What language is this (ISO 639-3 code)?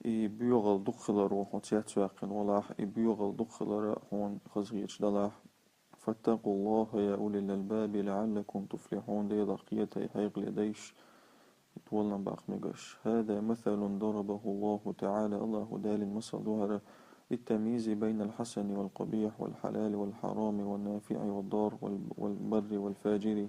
che